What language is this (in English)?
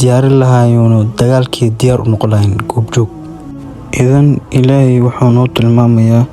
Somali